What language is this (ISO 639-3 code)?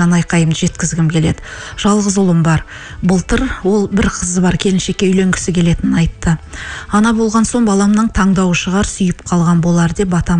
kaz